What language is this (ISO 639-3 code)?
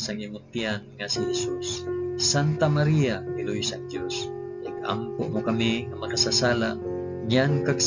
hil